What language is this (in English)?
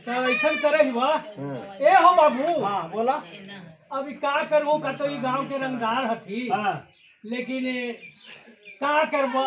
Magahi